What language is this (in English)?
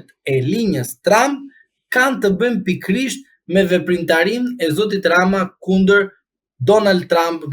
Albanian